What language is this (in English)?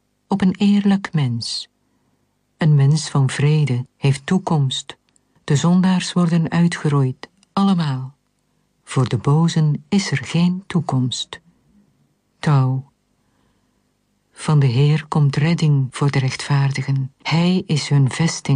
Dutch